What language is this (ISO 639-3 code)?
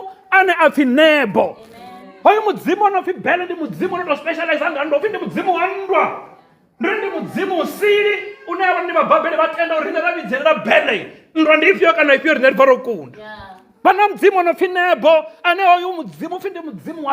ven